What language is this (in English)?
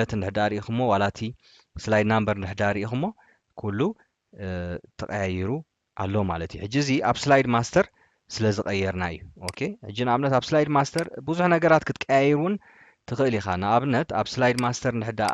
Tigrinya